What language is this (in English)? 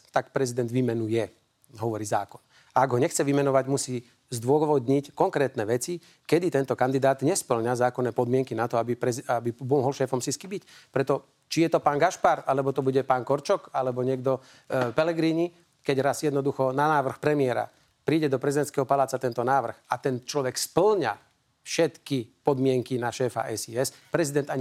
Slovak